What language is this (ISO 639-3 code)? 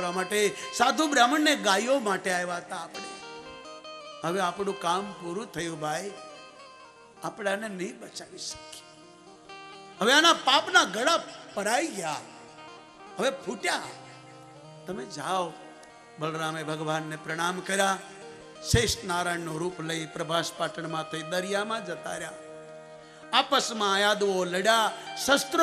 guj